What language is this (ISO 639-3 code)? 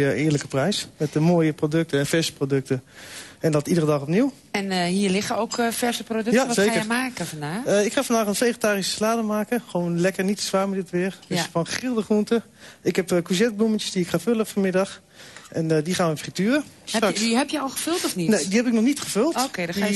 nld